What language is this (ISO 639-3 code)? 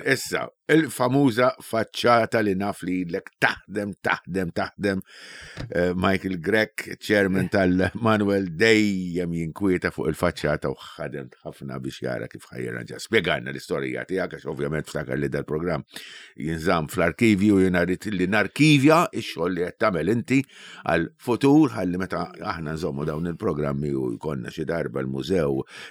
mlt